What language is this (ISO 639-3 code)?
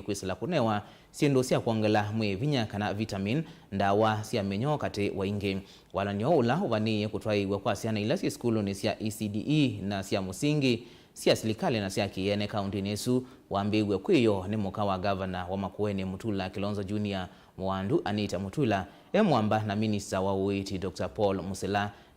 kam